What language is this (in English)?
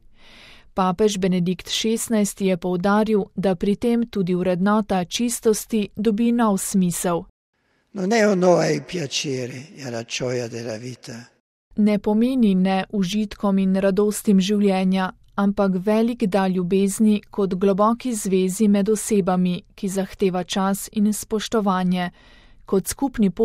Slovenian